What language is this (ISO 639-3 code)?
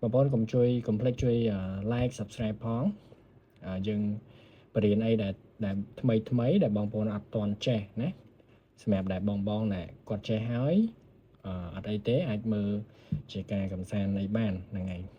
khm